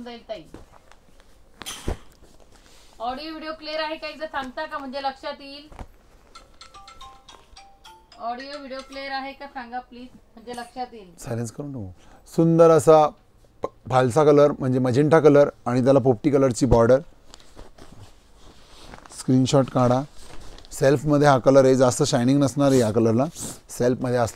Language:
Marathi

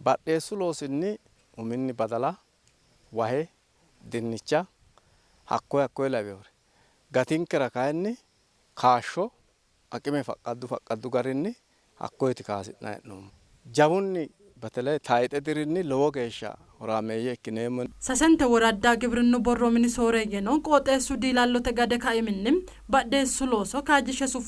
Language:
Sidamo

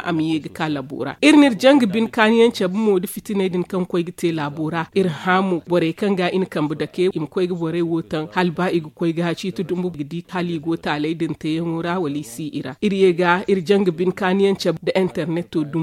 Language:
Zarma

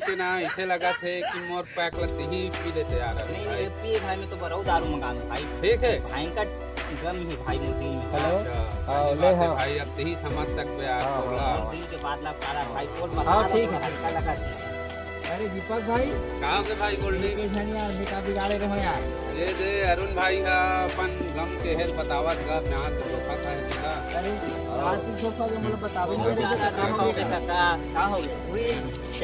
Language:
Chhattisgarhi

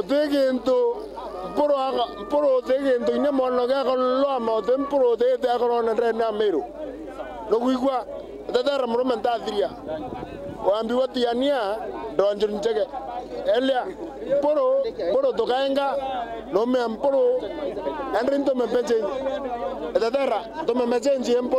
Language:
Meru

